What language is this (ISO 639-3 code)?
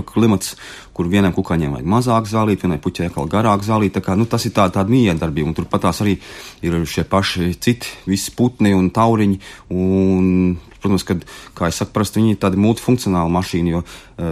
lav